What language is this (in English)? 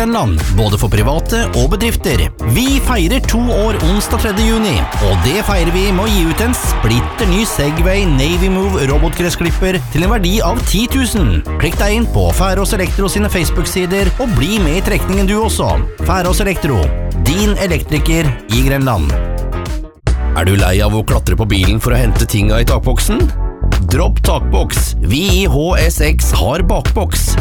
Norwegian